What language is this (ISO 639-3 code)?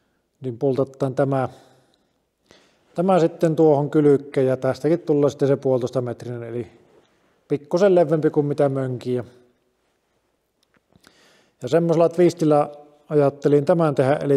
fin